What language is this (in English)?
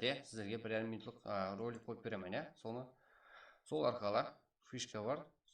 Kara-Kalpak